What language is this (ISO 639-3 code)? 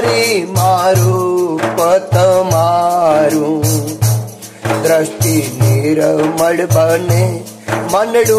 guj